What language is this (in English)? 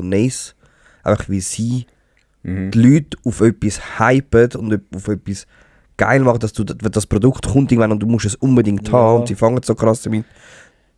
Swiss German